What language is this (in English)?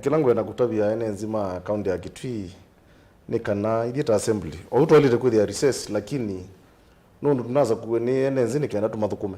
Kamba